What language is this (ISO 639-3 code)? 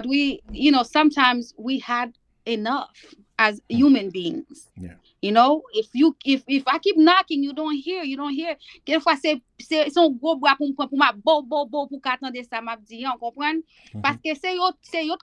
hat